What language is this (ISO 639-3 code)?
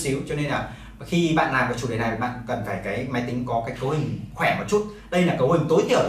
vie